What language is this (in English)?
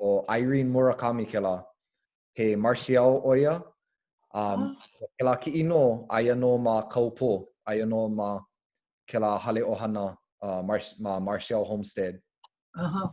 Hawaiian